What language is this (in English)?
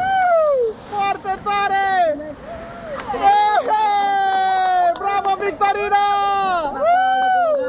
Romanian